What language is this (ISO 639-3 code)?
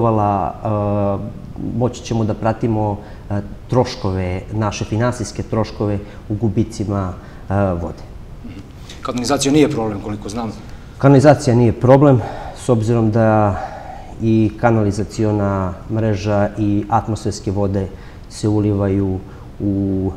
srp